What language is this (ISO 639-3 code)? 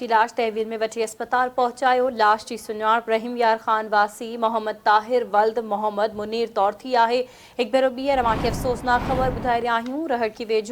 snd